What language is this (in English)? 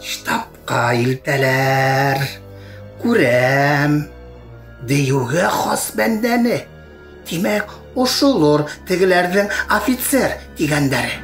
Bashkir